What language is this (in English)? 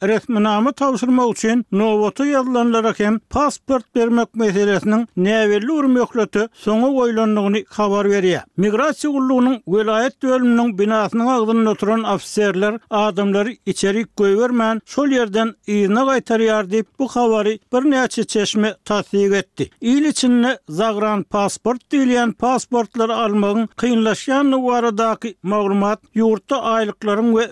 Turkmen